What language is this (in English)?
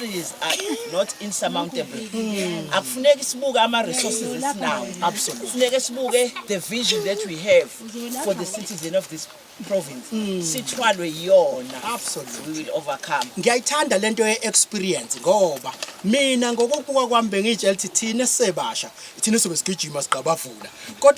Zulu